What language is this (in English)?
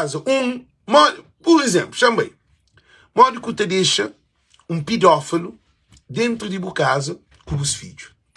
Kabuverdianu